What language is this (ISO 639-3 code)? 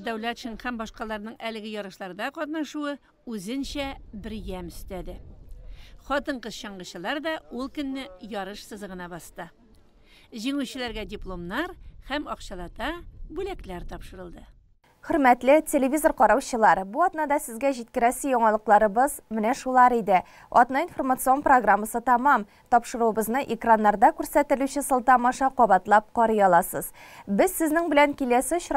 tat